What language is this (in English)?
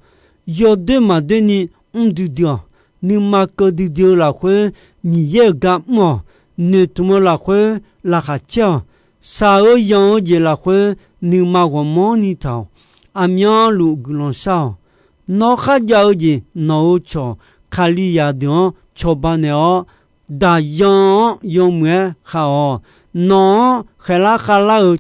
Akha